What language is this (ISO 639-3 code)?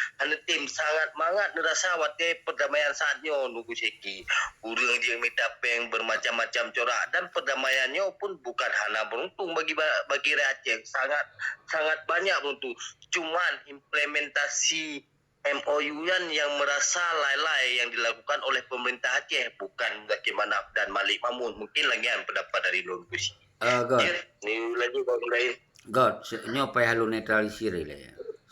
ace